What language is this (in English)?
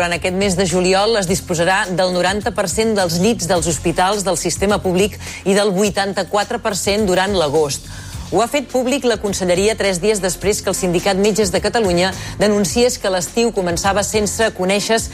Catalan